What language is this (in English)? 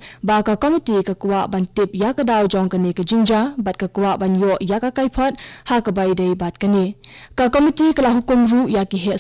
Khasi